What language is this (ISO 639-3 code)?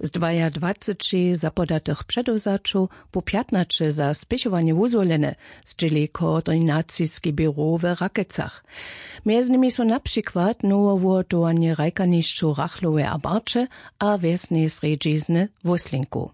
hsb